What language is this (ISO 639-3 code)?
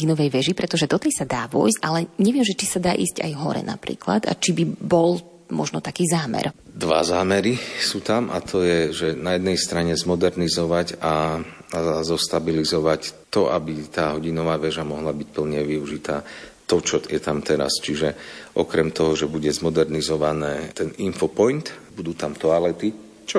slk